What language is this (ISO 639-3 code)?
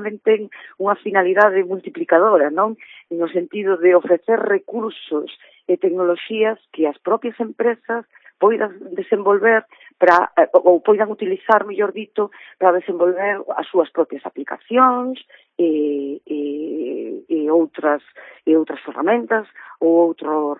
glg